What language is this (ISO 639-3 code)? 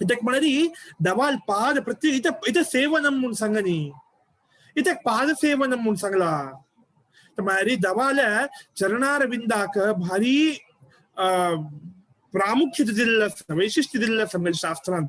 kok